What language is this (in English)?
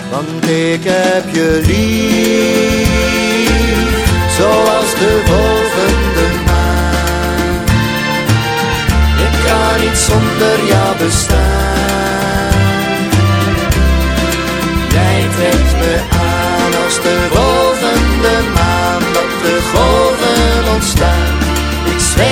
Dutch